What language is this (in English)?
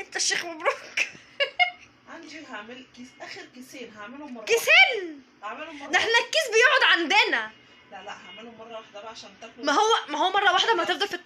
Egyptian Arabic